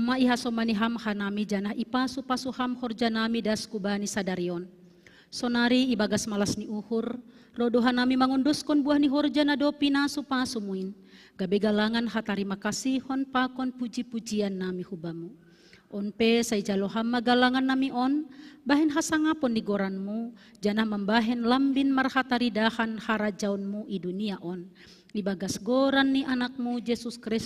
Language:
Batak Simalungun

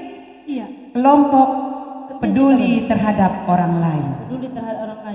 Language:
Batak Karo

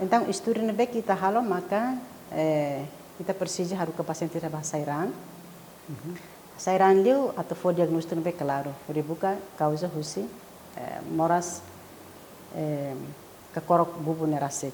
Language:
Tetum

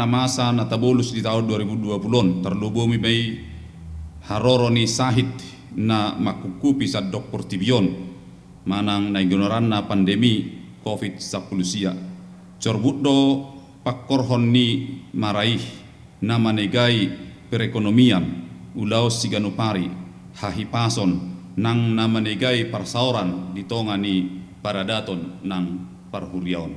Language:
Batak Toba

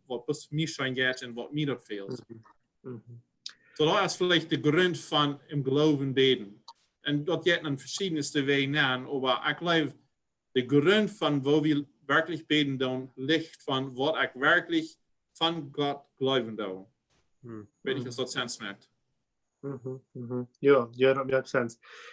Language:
Plautdietsch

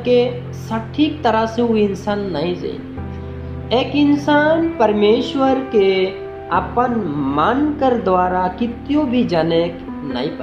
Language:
Sadri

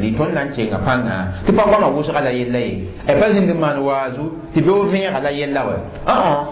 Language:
Mossi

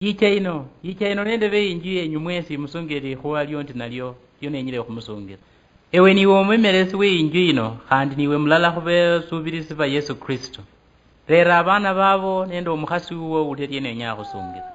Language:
Luyia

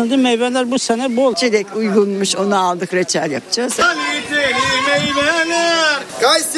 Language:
Turkish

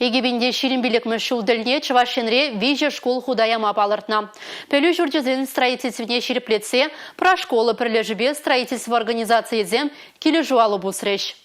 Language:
Chuvash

